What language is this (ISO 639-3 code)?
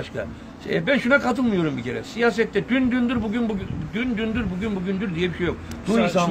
tur